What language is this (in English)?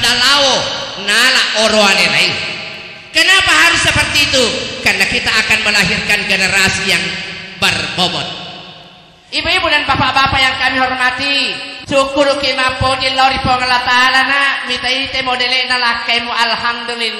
Buginese